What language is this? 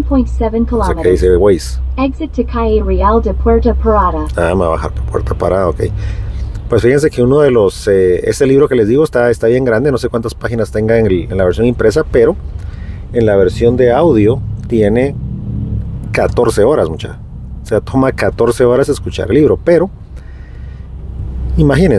Spanish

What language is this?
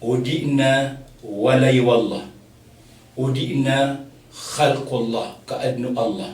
Maranao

